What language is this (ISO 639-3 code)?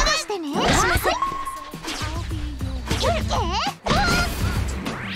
jpn